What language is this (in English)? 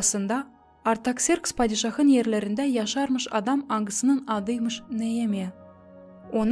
Gagauz